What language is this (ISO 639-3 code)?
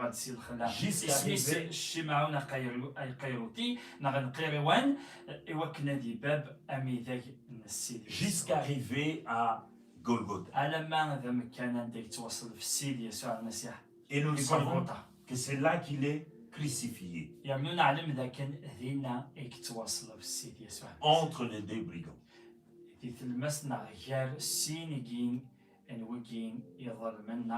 kab